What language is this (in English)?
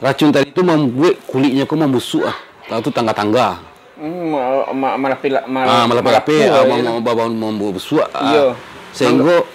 Minangkabau